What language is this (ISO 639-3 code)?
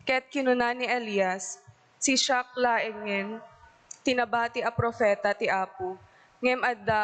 ilo